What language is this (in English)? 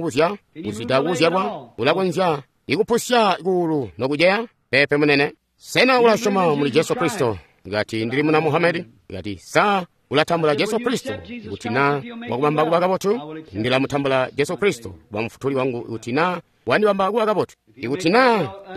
Tonga (Zambia)